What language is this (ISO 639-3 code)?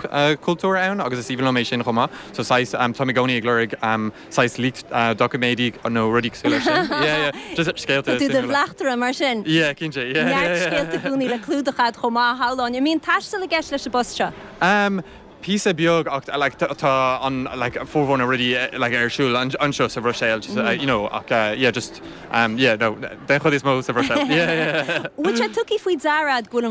gle